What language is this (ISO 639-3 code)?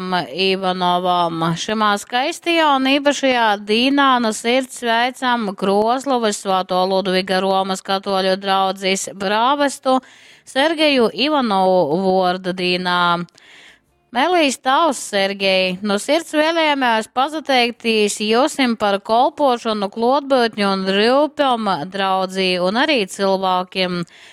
ltg